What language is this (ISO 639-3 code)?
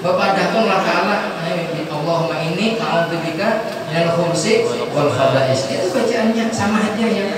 bjn